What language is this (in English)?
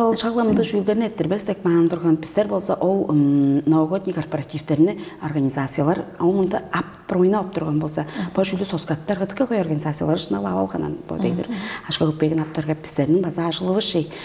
Tuvinian